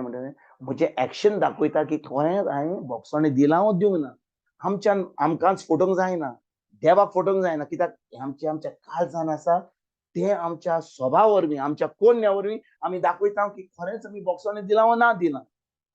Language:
Konkani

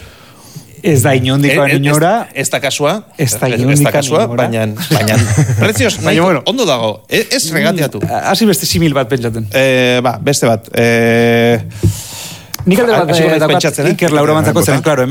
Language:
Basque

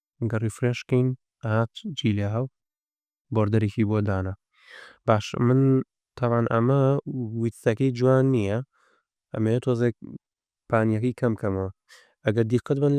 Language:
Central Kurdish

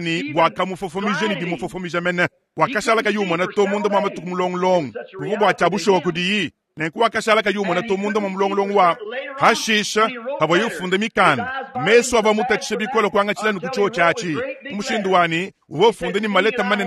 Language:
Luba-Lulua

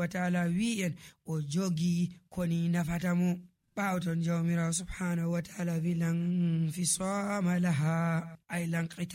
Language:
Nigerian Fulfulde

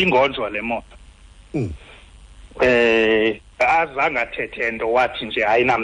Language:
Xhosa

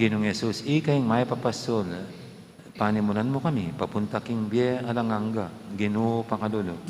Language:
Pampanga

